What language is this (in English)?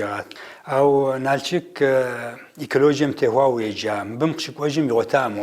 Kabardian